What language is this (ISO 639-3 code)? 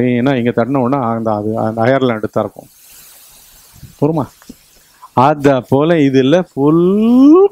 tam